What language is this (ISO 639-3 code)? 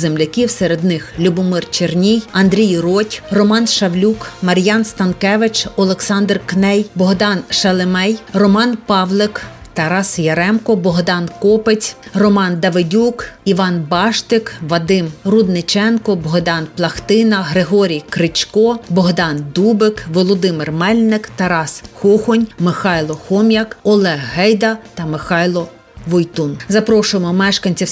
ukr